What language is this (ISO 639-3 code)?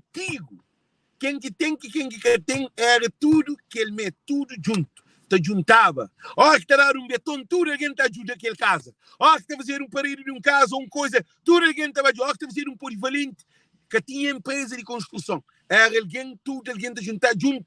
kea